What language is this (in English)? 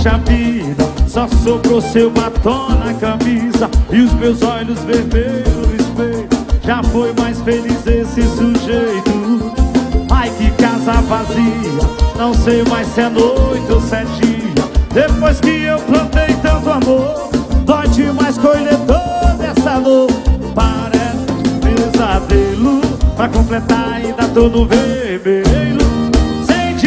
Portuguese